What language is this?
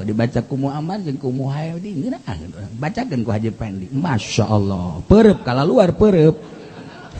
Sundanese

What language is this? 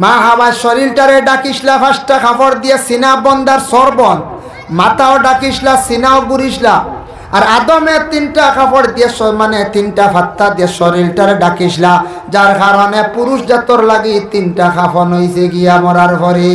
Sylheti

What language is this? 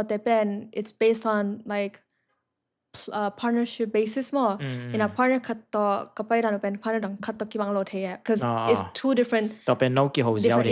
Tedim Chin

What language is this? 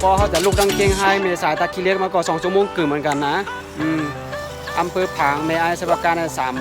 Shan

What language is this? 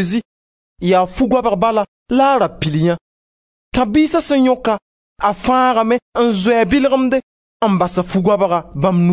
Mossi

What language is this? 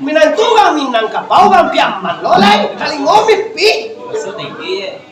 Minangkabau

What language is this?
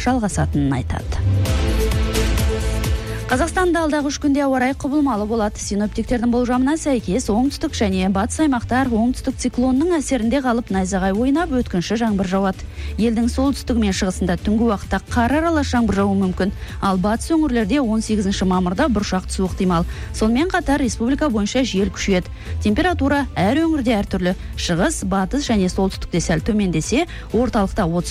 Kazakh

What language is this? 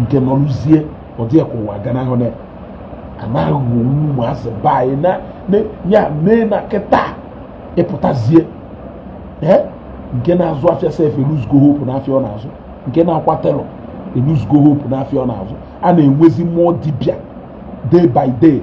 Igbo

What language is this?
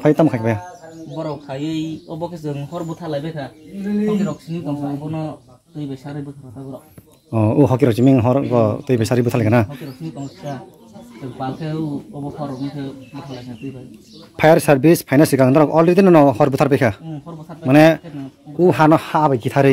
Kok Borok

